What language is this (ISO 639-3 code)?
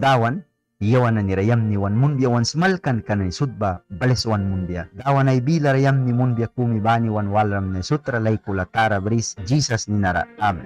miq